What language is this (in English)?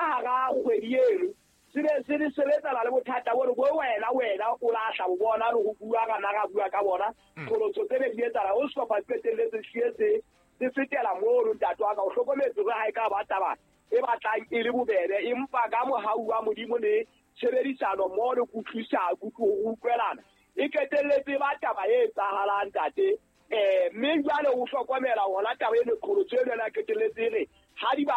Southern Sotho